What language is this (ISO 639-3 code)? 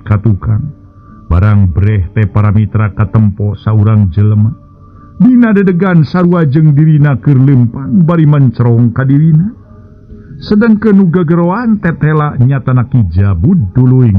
sun